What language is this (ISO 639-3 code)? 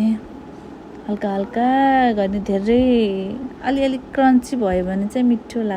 nep